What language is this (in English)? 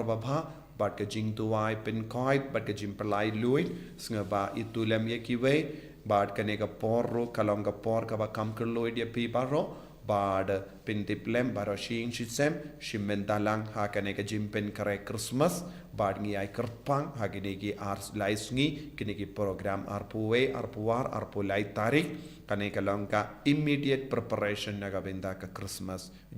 Khasi